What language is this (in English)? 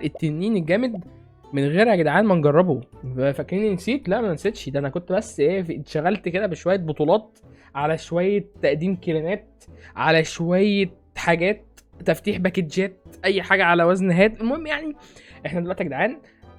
Egyptian Arabic